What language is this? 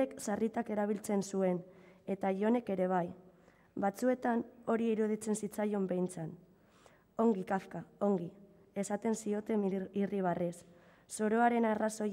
Basque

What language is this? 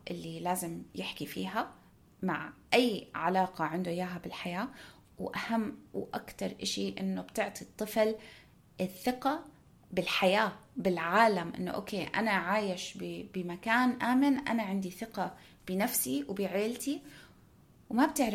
North Levantine Arabic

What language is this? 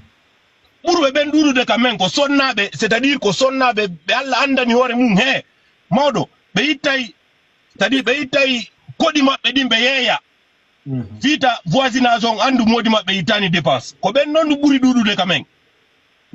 Fula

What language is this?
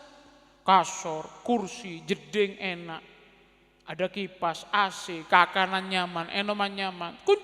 Madurese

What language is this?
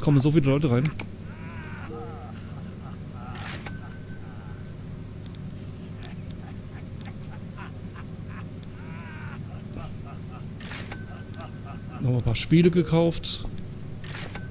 German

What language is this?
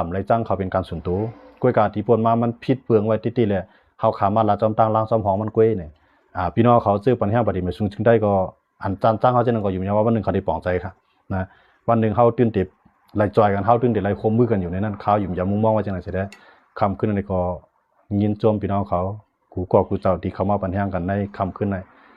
Shan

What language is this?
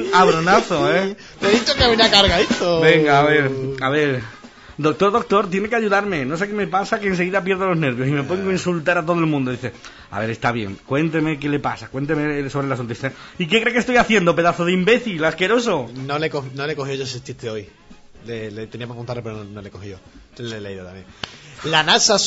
Spanish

